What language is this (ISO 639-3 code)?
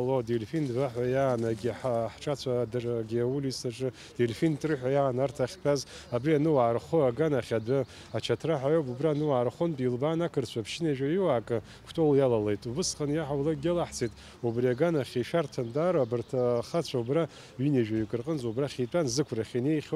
abk